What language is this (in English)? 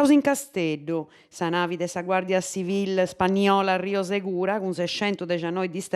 Sardinian